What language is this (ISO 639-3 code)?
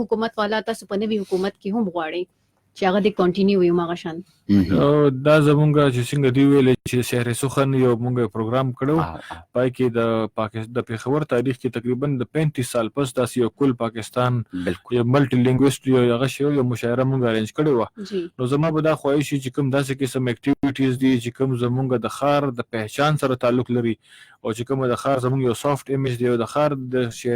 pus